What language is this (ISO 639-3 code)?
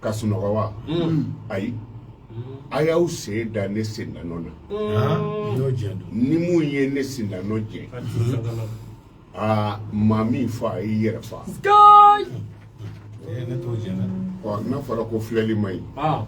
bam